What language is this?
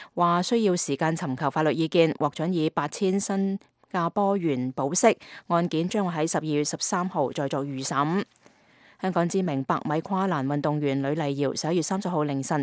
Cantonese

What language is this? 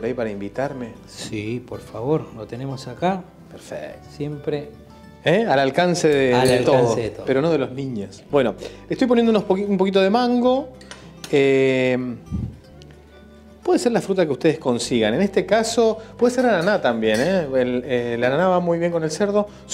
Spanish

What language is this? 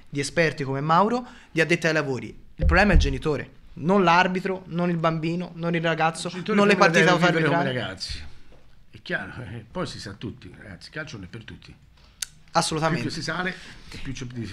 Italian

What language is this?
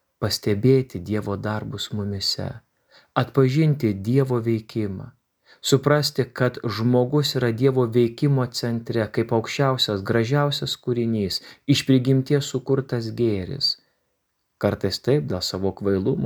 Lithuanian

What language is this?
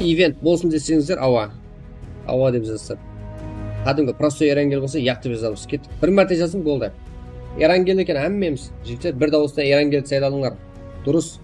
Kara-Kalpak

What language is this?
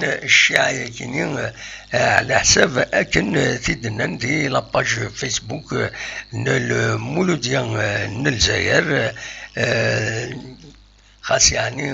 Kabyle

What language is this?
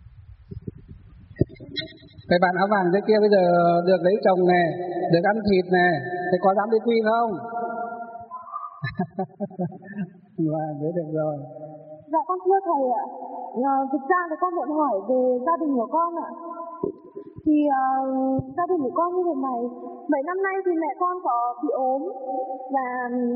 Vietnamese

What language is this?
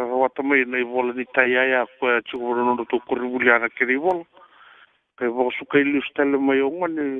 Fijian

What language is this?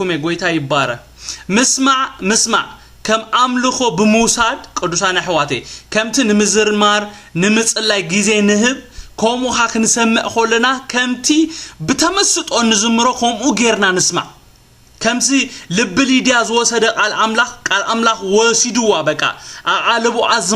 Tigrinya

